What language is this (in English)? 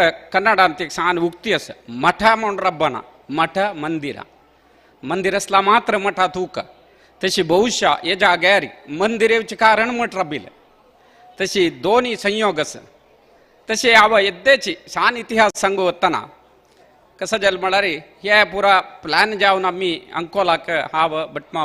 Konkani